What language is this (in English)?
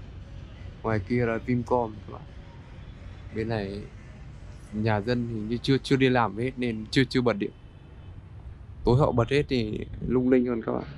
Vietnamese